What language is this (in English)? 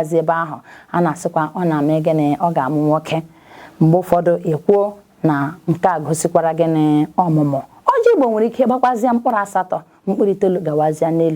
Igbo